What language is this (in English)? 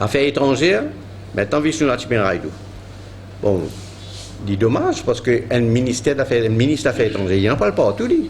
Morisyen